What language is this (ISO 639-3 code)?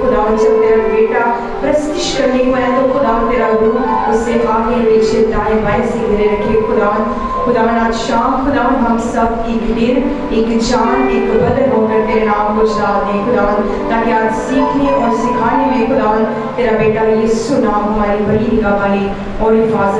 urd